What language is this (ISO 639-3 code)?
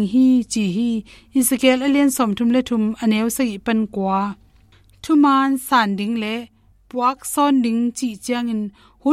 ctd